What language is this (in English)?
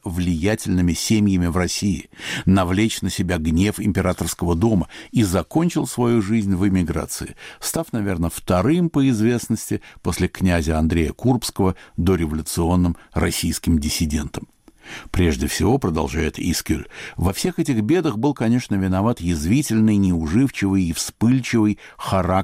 Russian